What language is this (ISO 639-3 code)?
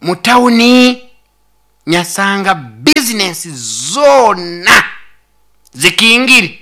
nyo